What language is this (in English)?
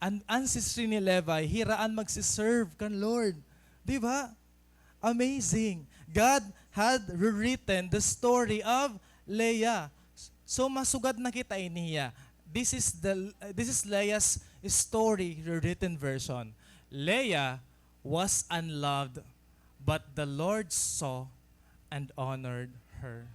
Waray